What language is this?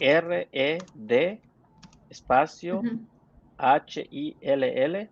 Yucateco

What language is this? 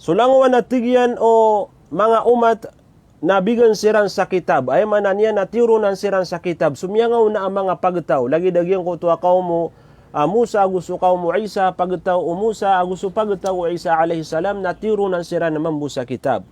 Maranao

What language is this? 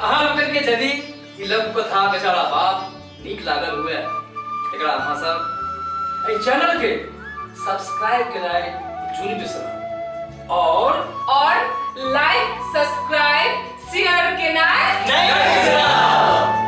Maithili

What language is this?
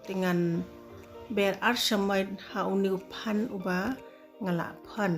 Khasi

